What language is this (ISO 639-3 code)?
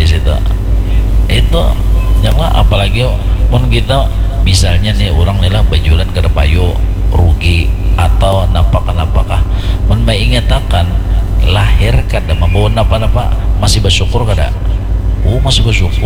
bjn